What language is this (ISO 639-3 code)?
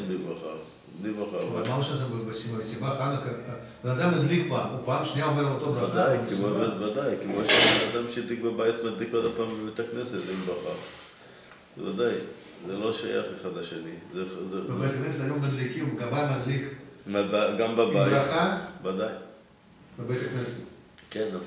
heb